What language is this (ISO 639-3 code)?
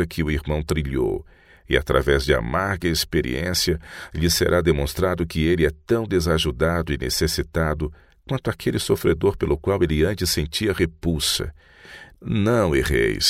por